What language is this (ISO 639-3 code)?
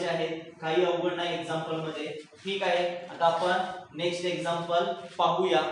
mar